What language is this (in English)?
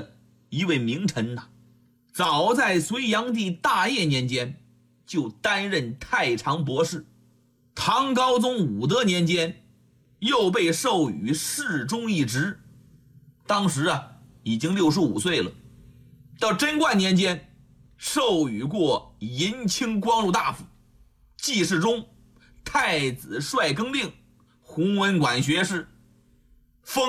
Chinese